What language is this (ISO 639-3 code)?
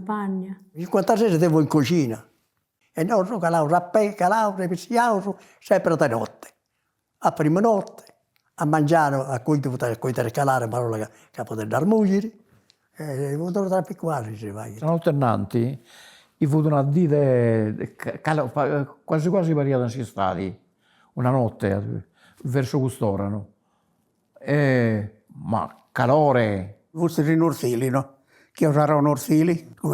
srd